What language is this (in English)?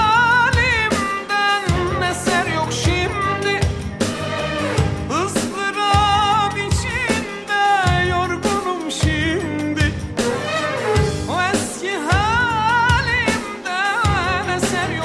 Turkish